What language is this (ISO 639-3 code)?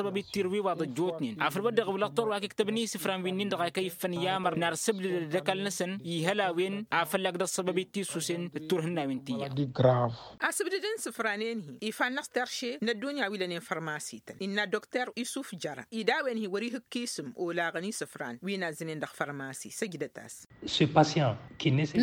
taq